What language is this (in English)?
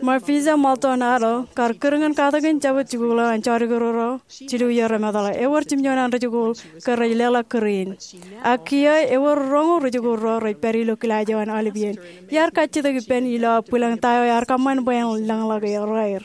Marshallese